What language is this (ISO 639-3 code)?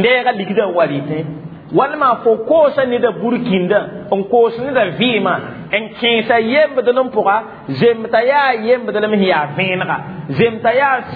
mos